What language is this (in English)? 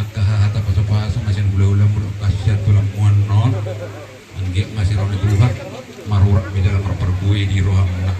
Batak Toba